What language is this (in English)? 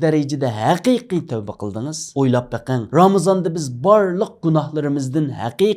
Uyghur